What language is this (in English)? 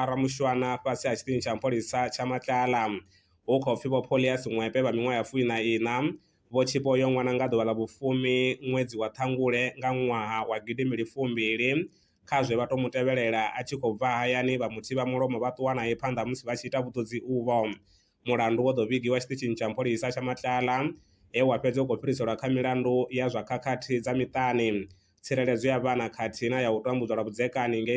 Venda